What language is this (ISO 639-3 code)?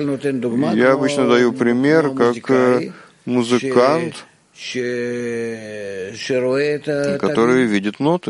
rus